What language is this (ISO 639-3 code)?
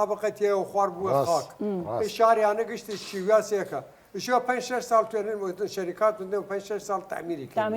sdh